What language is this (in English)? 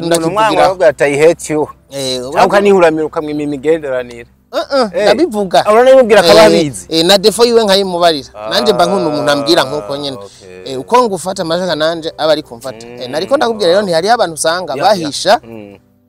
Rundi